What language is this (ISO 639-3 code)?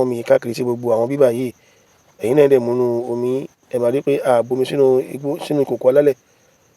yor